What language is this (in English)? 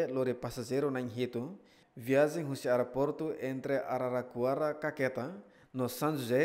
Tetum